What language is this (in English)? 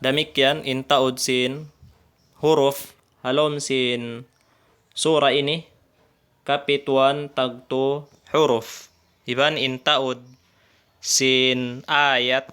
Tausug